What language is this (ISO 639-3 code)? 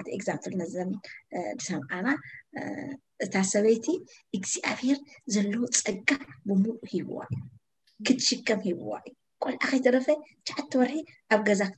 tir